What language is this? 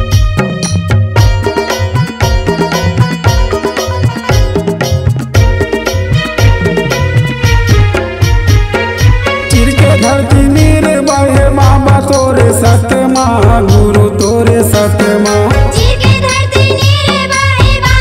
Chhattisgarhi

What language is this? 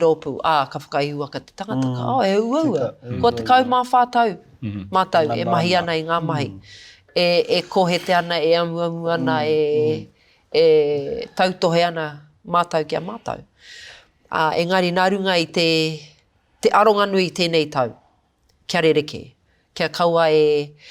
Māori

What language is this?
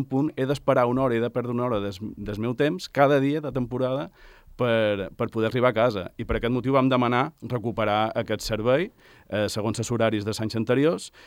Catalan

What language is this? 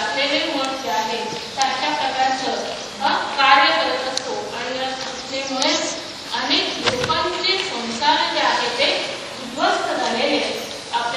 Marathi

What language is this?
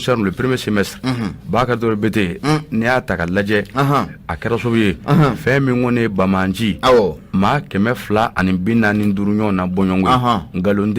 Bambara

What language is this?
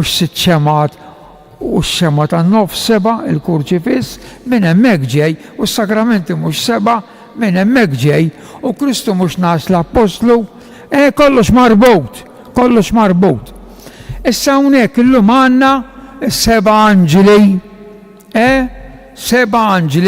Maltese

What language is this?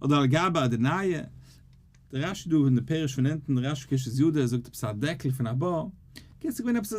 Yiddish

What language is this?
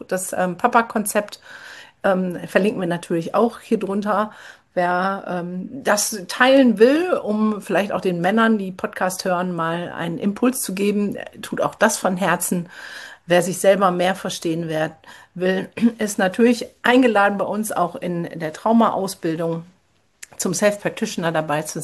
German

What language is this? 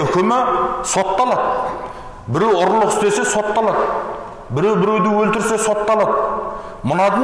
Kazakh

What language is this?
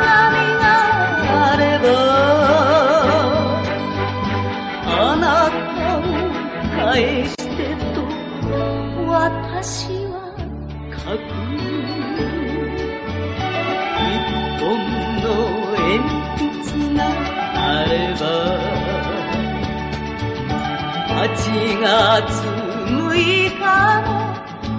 Japanese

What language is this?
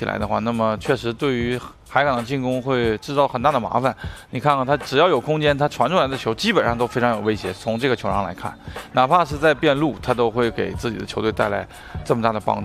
Chinese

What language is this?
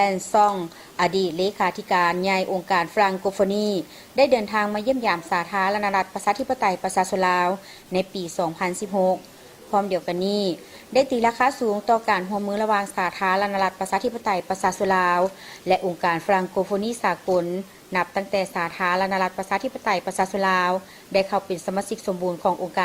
Lao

